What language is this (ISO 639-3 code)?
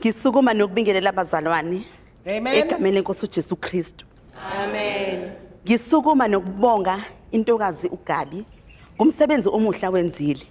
zul